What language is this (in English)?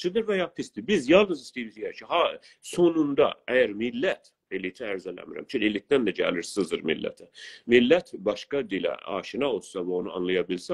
South Azerbaijani